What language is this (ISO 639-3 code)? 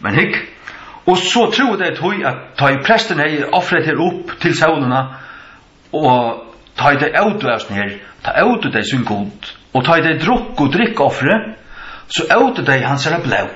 fao